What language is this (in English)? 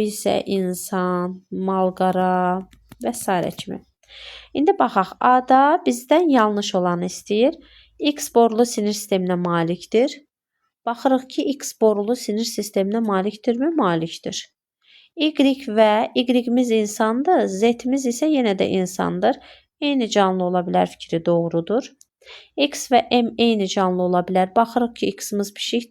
Azerbaijani